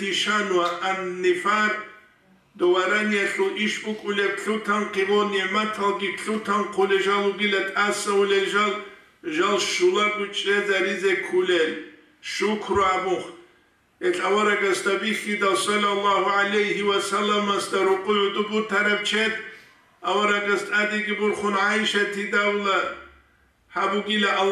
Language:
Avaric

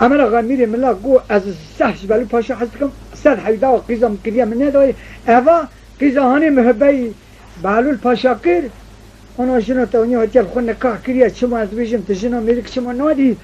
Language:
Kurdish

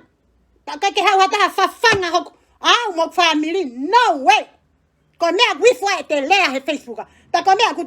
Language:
Tongan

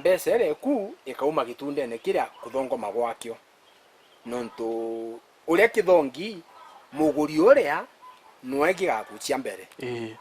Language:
Meru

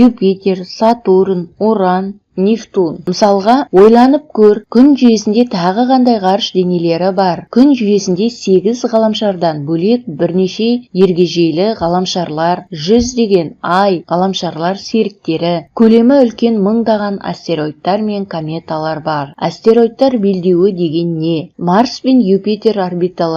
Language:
Kazakh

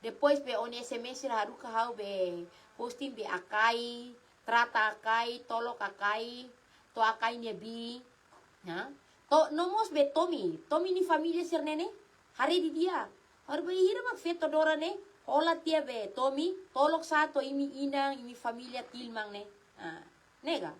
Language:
Tetum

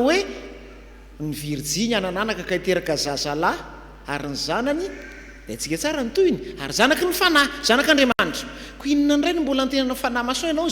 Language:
Malagasy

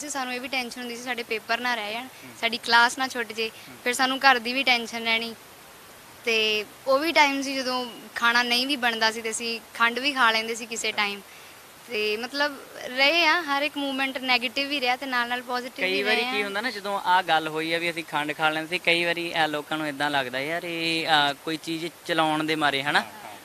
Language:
Punjabi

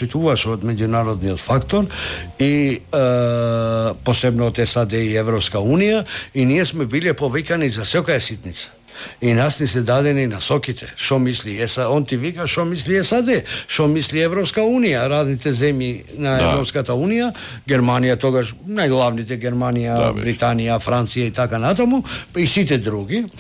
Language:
Macedonian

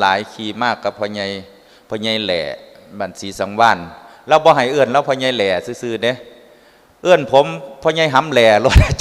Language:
Northeastern Thai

